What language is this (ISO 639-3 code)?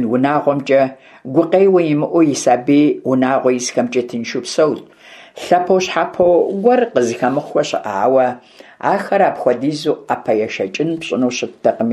kbd